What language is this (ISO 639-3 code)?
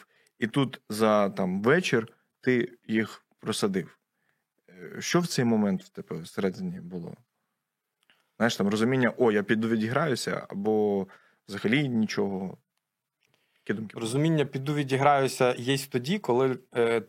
ukr